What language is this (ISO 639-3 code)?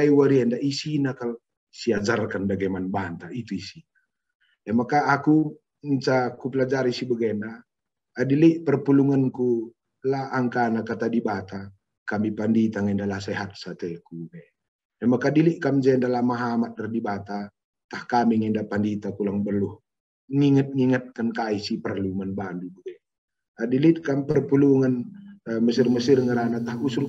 btx